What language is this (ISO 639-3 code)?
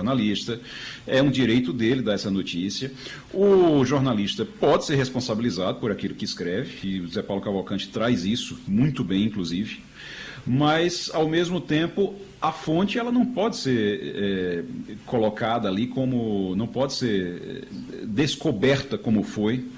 por